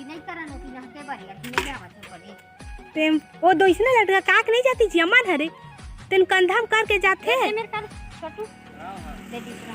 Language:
Chhattisgarhi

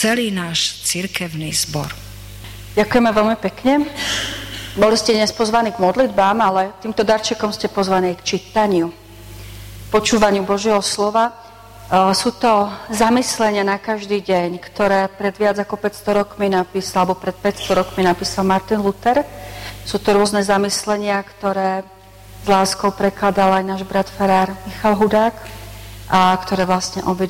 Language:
Slovak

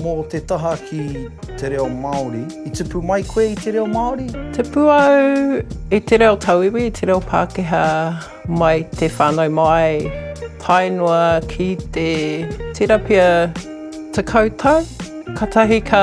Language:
Māori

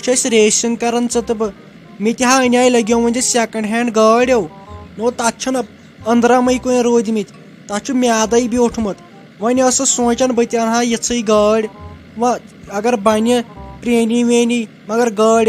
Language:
Kashmiri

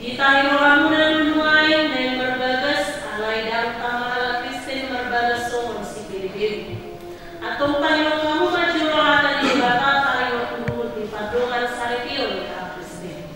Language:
Batak Toba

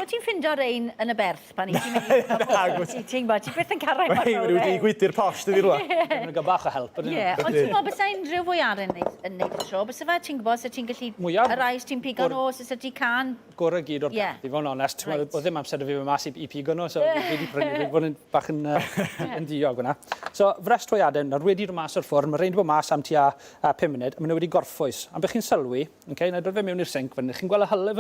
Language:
Welsh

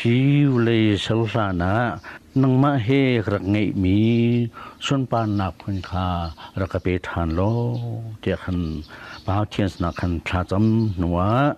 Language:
Hakha Chin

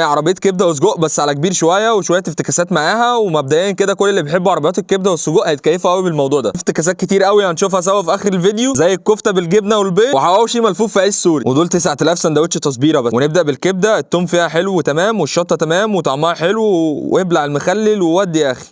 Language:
Egyptian Arabic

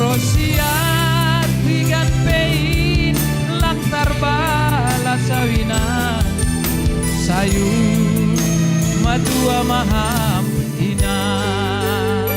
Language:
Batak Simalungun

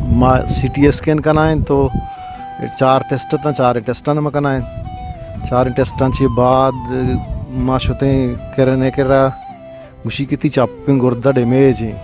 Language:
Baluchi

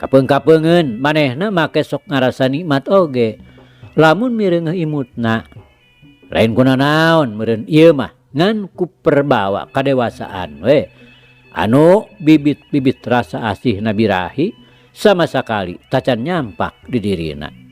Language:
Sundanese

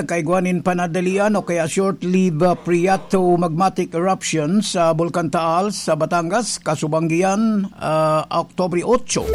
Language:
Bikol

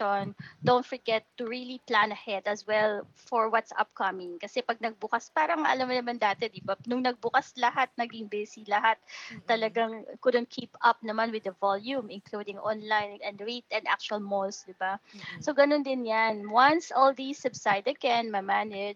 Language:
Filipino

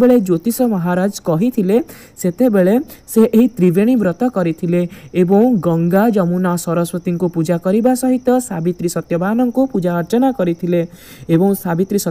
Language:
Odia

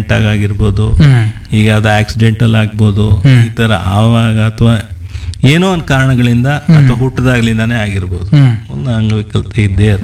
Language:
Kannada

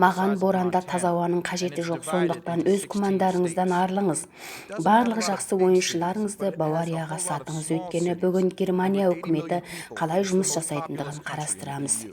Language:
Kazakh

